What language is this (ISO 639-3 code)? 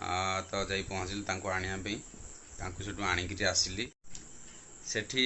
ori